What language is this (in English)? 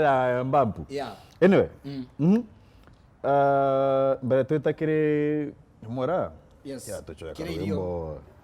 Meru